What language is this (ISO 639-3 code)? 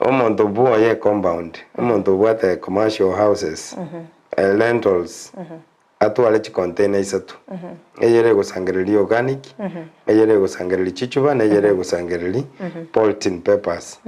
guz